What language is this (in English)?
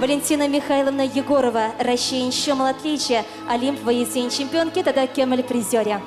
Chuvash